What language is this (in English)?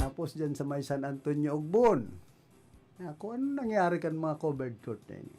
Bikol